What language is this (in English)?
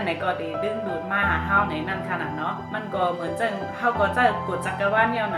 Shan